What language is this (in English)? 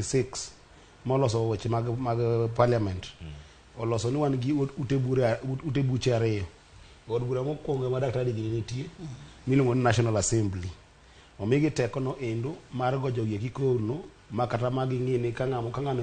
Luo (Kenya and Tanzania)